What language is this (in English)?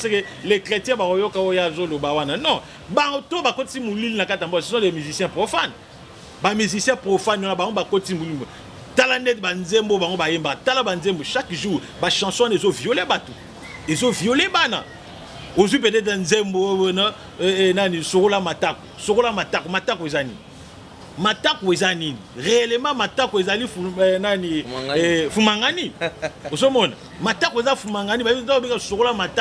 Lingala